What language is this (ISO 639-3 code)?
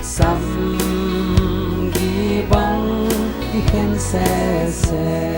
ctd